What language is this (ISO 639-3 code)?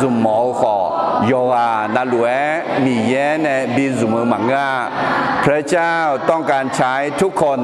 ahk